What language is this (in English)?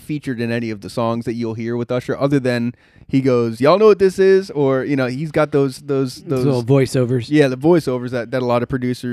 English